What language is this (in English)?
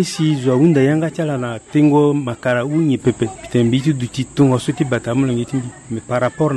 Sango